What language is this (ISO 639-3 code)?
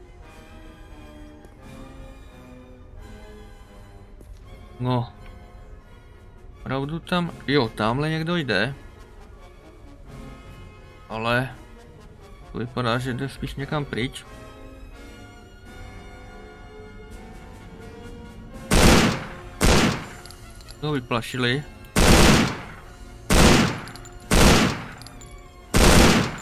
ces